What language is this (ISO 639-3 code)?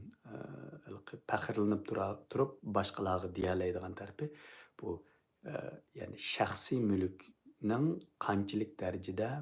uig